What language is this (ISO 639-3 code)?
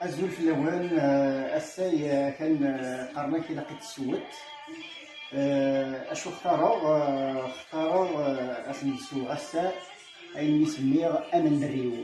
kab